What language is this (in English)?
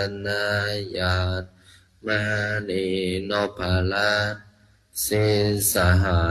Pali